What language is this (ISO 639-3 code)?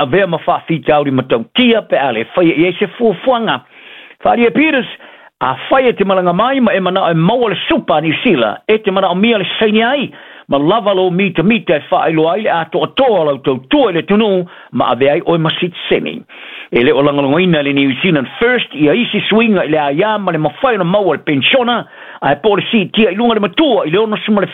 smo